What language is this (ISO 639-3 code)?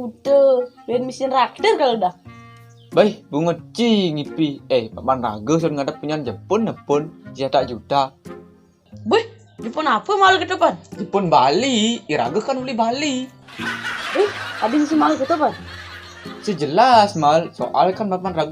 ban